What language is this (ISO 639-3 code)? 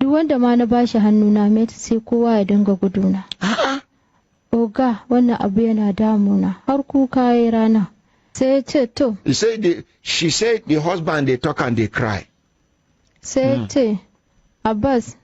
hau